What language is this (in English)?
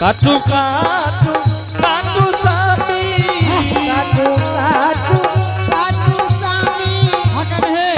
Angika